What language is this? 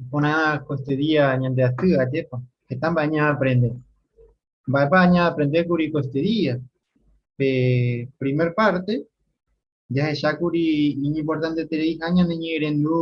Guarani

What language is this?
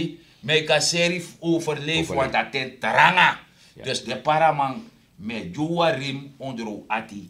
Sranan Tongo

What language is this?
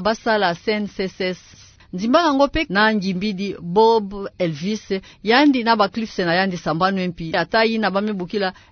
Kituba (Democratic Republic of Congo)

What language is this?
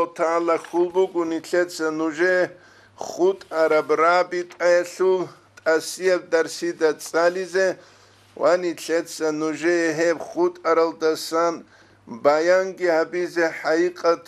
Avaric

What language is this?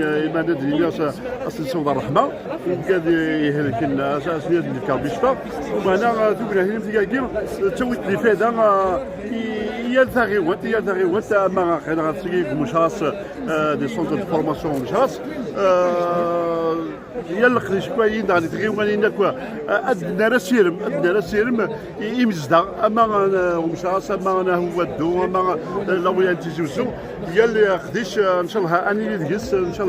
Kabyle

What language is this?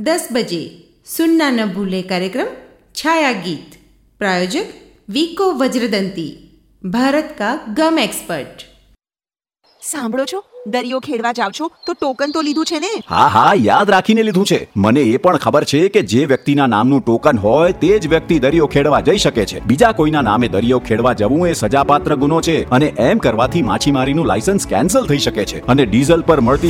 Gujarati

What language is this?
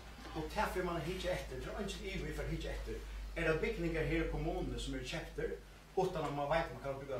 Faroese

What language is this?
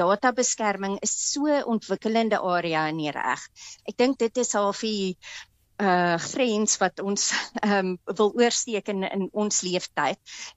Afrikaans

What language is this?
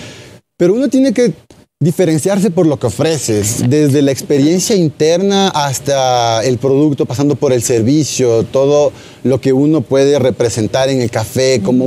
Spanish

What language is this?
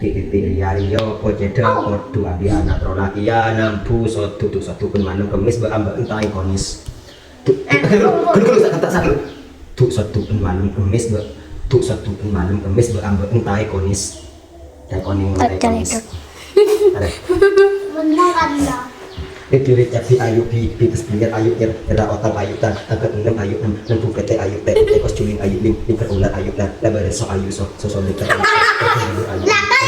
Madurese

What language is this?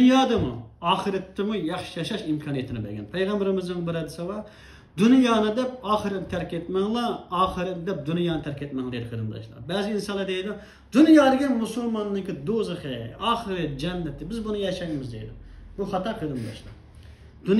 Uyghur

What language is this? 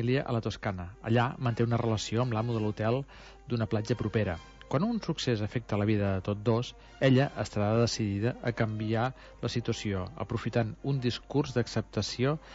Catalan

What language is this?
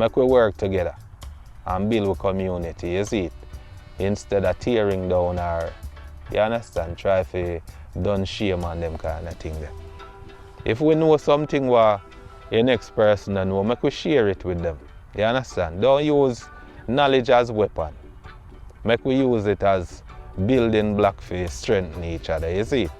Jamaican Creole English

